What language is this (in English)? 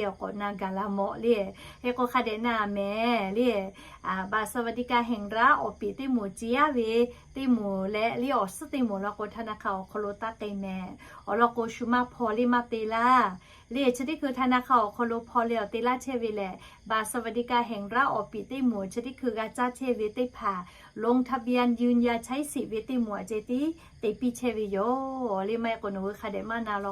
Lahu